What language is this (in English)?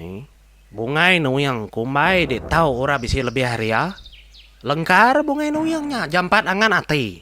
Iban